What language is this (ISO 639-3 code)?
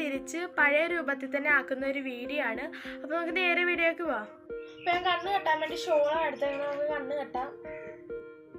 mal